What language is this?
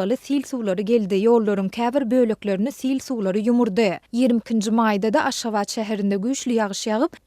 Turkmen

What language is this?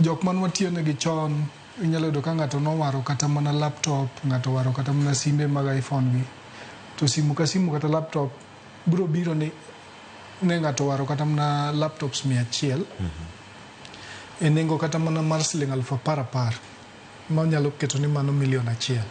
Luo (Kenya and Tanzania)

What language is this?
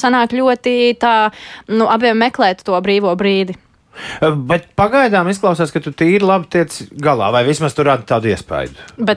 Latvian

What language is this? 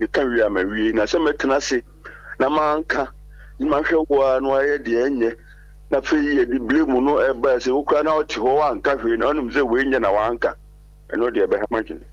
Akan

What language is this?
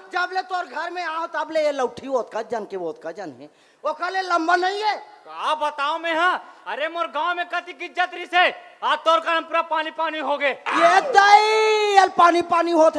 Chhattisgarhi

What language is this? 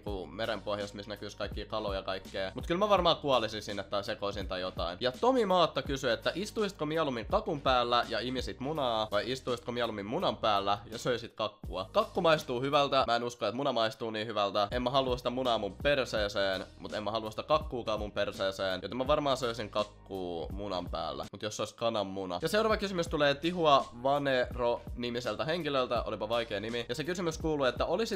Finnish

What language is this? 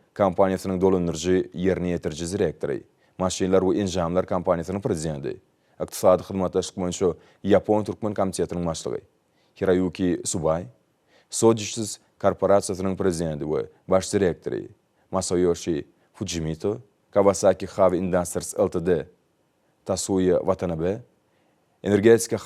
Turkmen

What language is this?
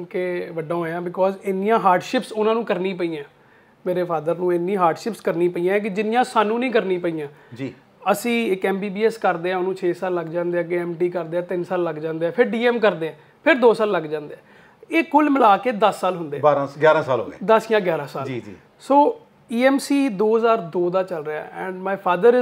Punjabi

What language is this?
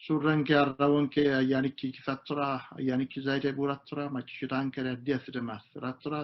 Sidamo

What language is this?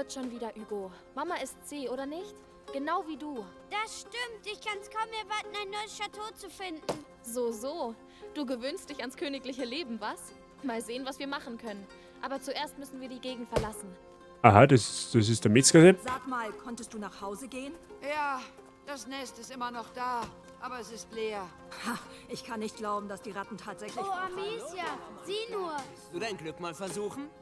Bavarian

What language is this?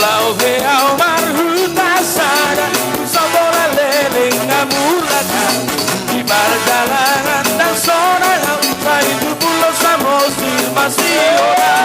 Batak Toba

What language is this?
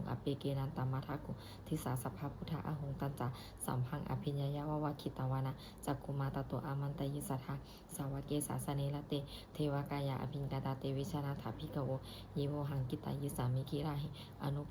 Pali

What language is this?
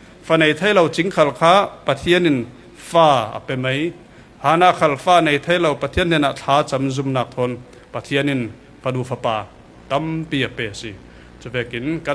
Falam Chin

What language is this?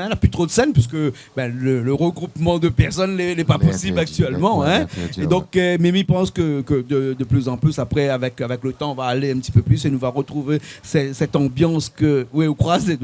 Réunion Creole French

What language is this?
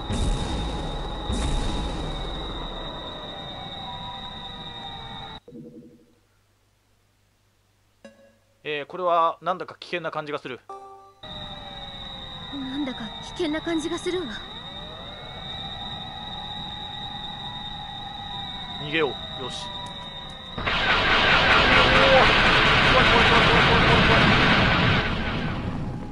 Japanese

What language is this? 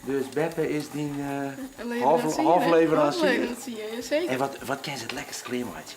Western Frisian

